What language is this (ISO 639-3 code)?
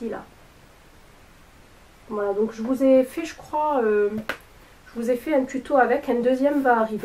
fra